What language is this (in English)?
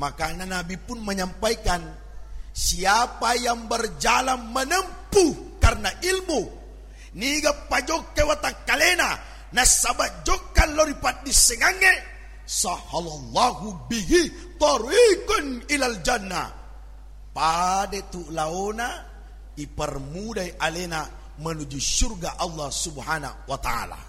Buginese